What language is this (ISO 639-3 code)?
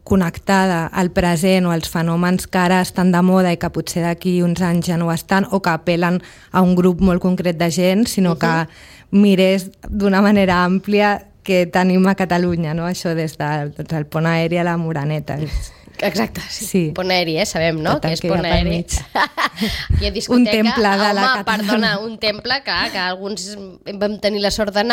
cat